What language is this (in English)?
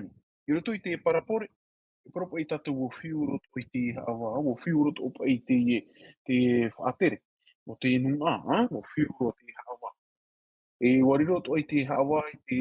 Tahitian